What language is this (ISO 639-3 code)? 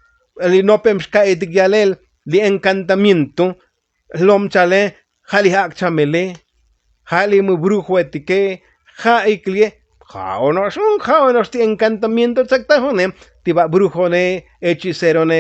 tzo